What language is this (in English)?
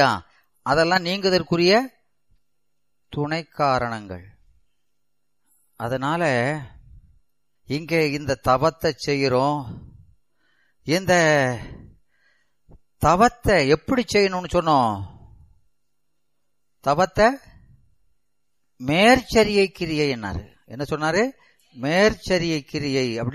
Tamil